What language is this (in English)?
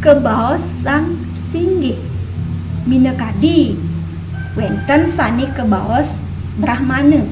Balinese